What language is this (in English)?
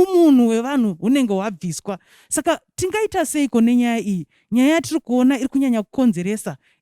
Shona